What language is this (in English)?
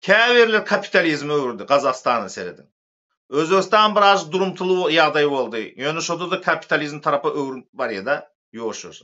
Turkmen